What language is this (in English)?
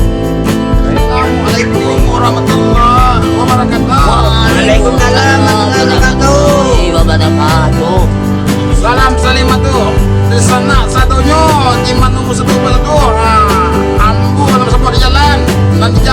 Minangkabau